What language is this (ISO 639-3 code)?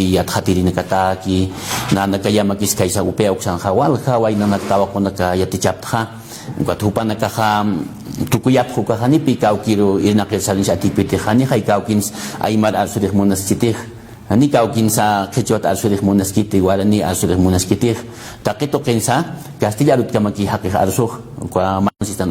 aym